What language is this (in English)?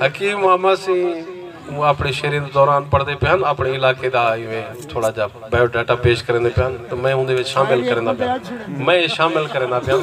Saraiki